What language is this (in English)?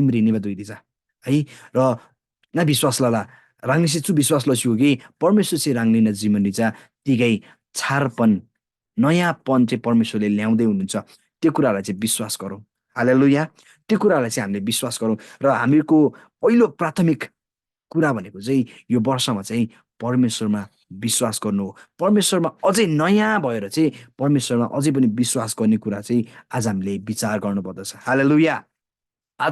Eastern Tamang